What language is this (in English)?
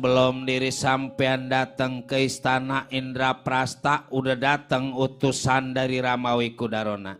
Betawi